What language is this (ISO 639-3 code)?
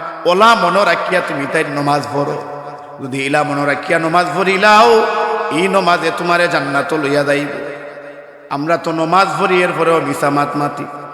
syl